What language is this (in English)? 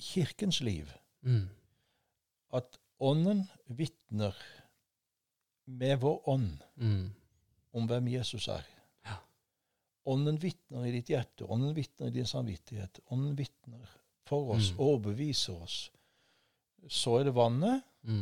Norwegian